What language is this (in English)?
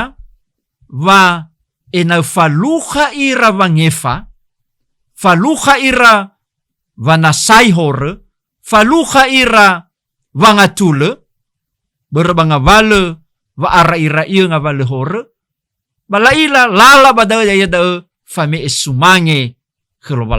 Nias